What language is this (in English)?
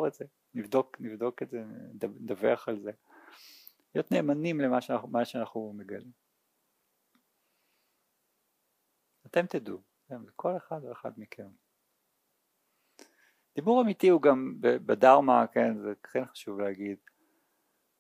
Hebrew